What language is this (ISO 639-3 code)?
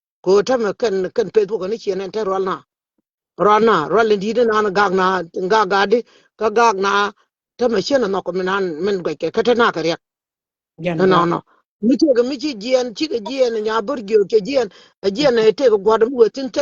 nus